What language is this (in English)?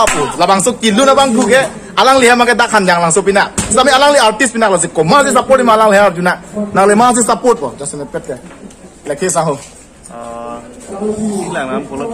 Karbi